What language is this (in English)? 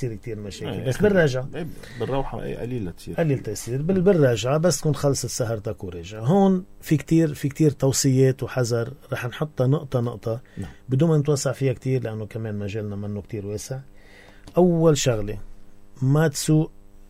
North Levantine Arabic